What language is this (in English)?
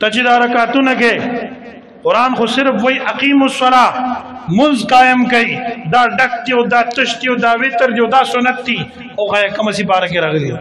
Pashto